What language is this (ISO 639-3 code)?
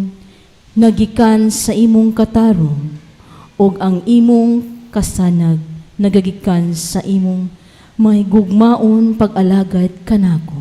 ceb